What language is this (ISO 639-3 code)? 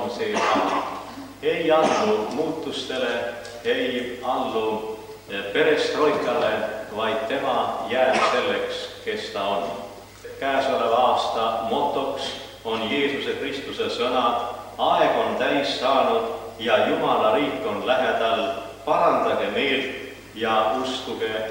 est